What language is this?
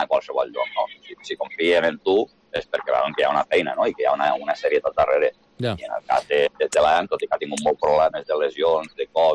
Catalan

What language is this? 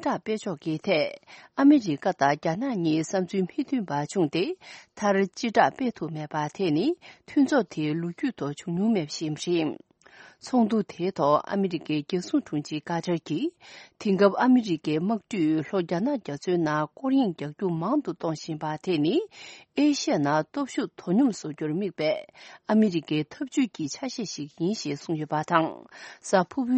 Tibetan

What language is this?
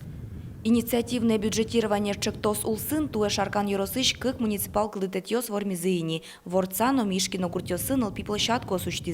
Udmurt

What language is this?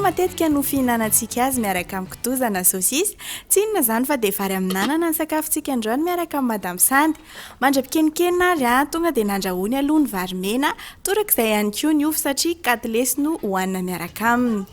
Malagasy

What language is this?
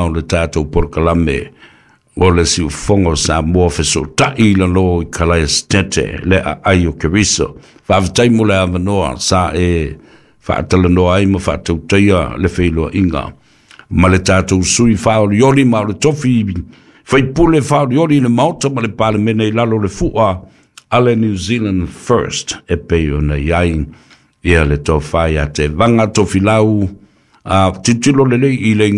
Samoan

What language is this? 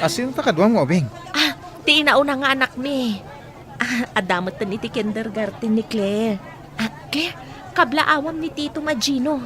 Iloko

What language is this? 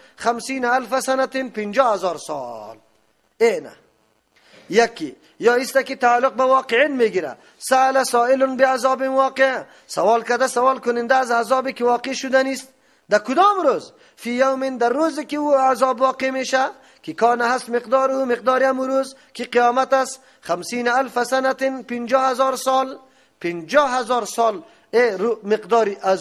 Persian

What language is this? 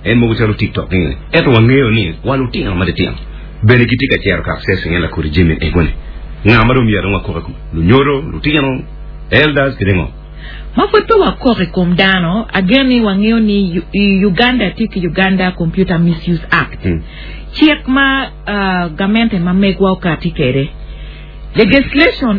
Acoli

